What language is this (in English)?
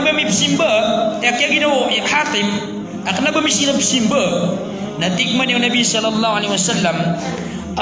Maranao